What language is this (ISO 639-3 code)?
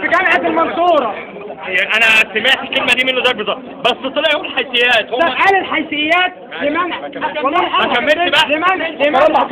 arz